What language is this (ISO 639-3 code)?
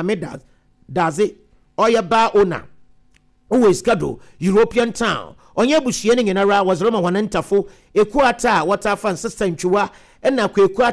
aka